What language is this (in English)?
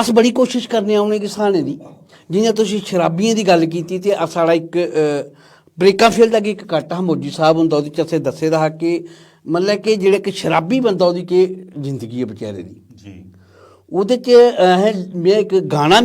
Dogri